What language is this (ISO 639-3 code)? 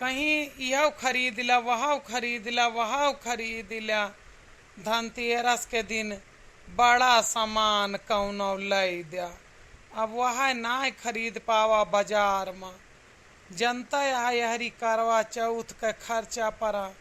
awa